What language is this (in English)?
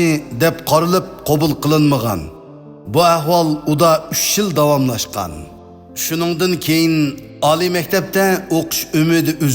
Uyghur